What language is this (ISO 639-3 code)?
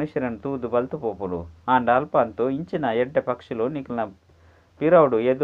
tcy